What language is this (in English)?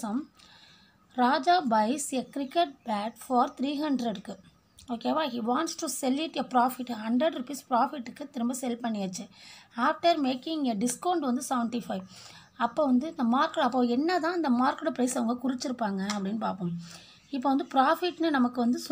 Tamil